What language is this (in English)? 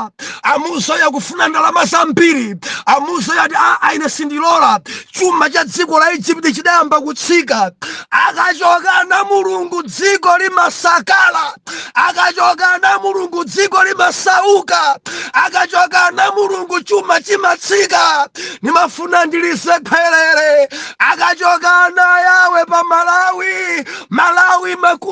Nyanja